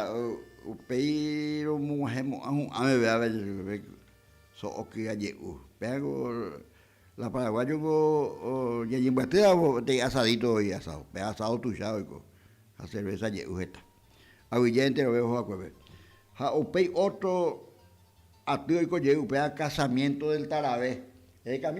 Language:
Guarani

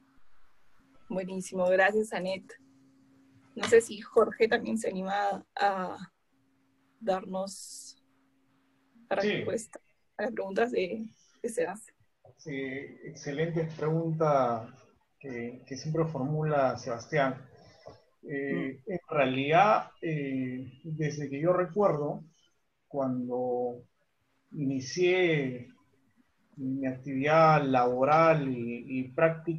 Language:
Spanish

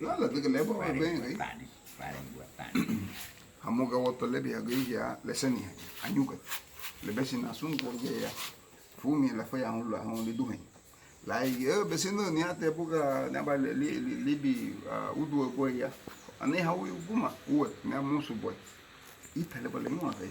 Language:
Garifuna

